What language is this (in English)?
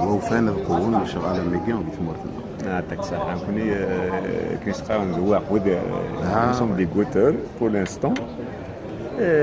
Kabyle